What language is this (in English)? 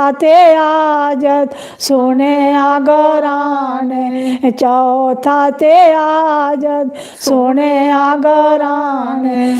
Dogri